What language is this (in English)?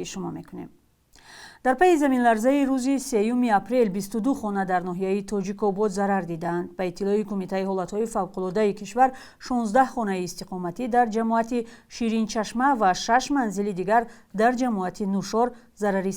Tajik